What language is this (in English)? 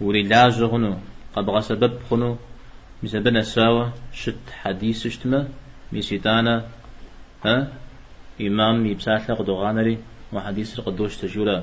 Kabardian